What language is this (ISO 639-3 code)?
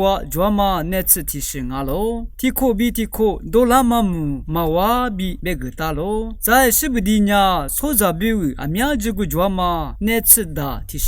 lis